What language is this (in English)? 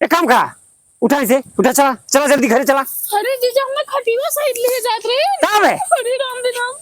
Awadhi